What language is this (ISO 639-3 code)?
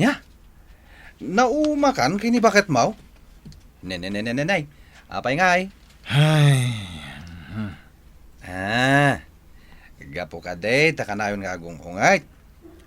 ilo